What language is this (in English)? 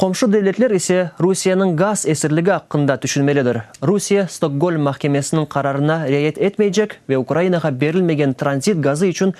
Crimean Tatar